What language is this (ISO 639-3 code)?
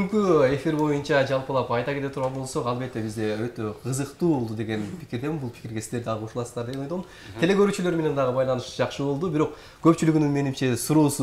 kir